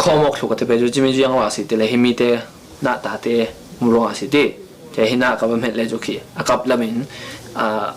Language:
Falam Chin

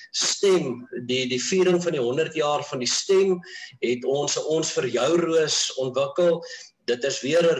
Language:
Afrikaans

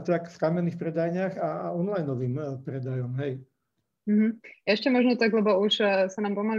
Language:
Slovak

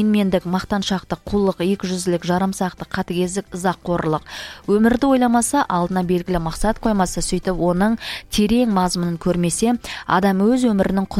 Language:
Kazakh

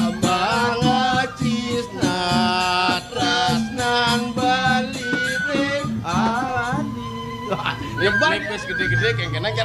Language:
Balinese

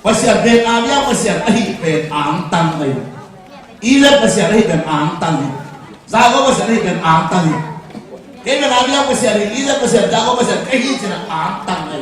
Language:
Tedim Chin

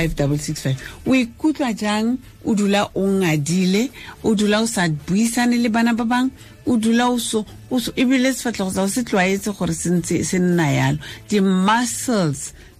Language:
Tswana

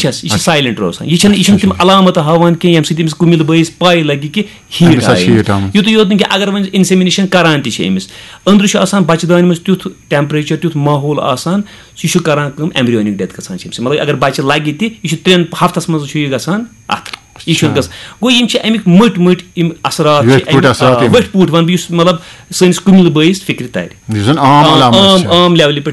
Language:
Kashmiri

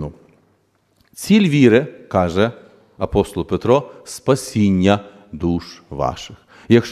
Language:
Ukrainian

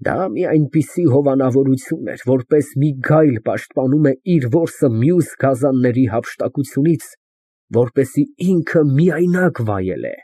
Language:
Armenian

